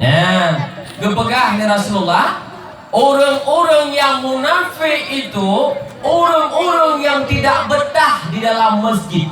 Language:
Achinese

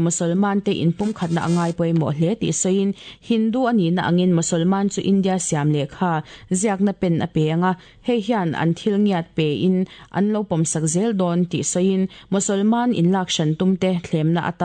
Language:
Mizo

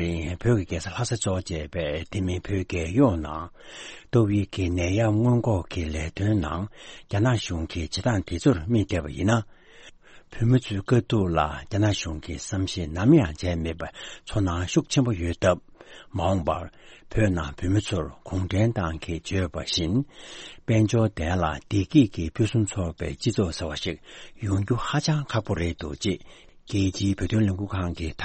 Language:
Tibetan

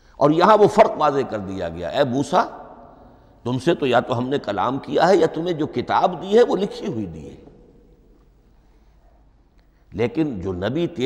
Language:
Urdu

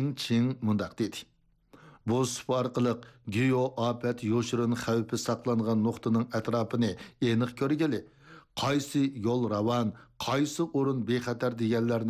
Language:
Uyghur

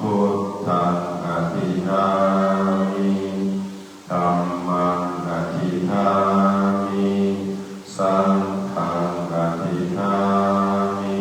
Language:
Pali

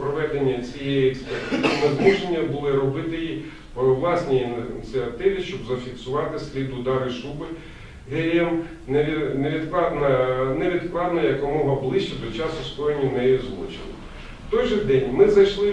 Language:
Ukrainian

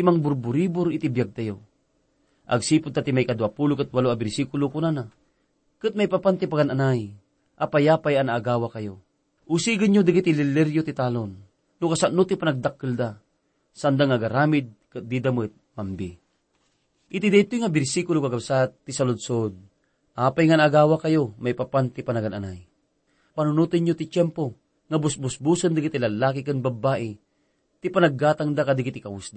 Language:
Iloko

